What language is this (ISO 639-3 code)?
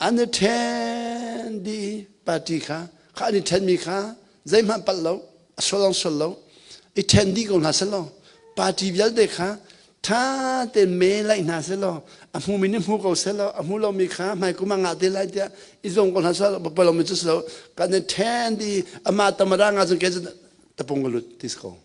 cnh